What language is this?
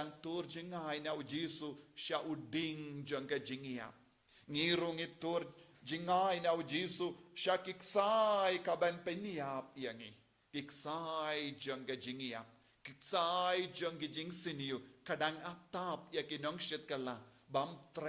Khasi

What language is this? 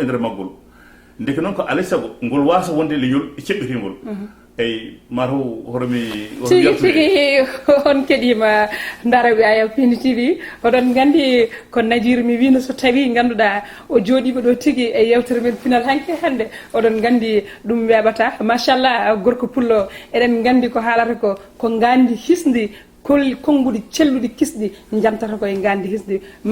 Fula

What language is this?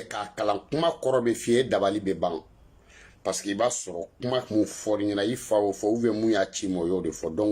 Bambara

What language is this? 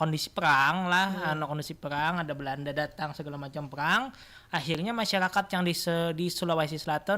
Banjar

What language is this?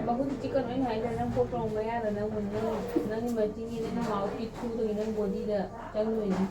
Manipuri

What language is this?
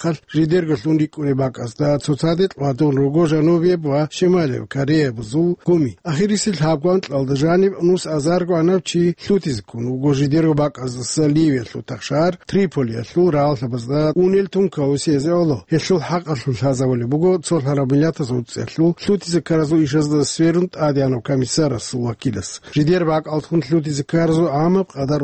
Avaric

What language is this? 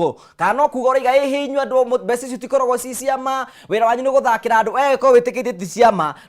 Kikuyu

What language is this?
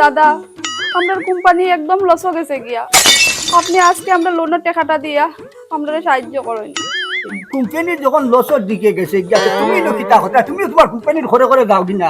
Sylheti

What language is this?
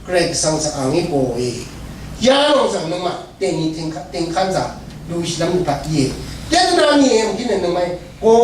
Rawang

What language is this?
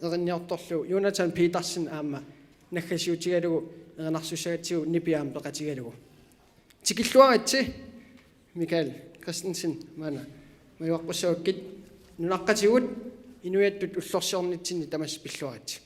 Kalaallisut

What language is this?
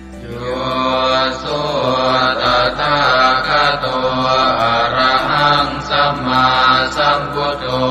Pali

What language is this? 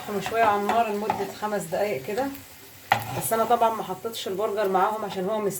Egyptian Arabic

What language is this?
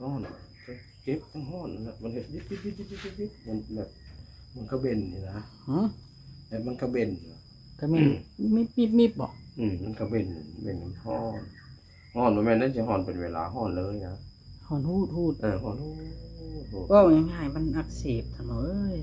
Northeastern Thai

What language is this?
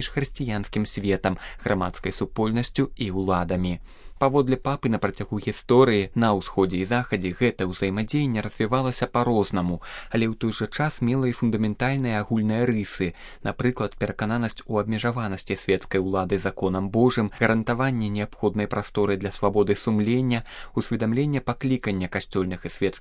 Belarusian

